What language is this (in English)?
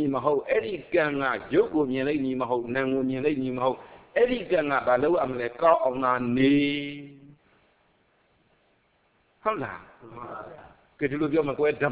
Burmese